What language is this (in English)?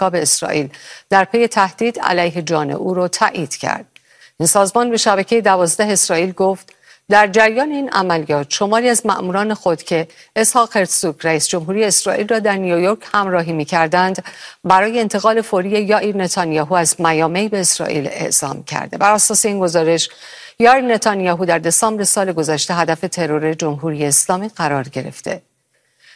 Persian